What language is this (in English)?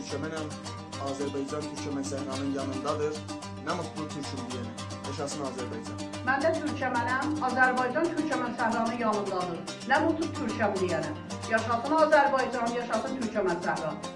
South Azerbaijani